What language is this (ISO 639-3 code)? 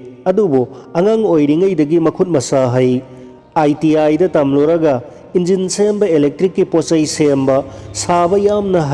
mni